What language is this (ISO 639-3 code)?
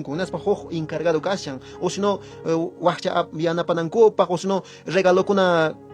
que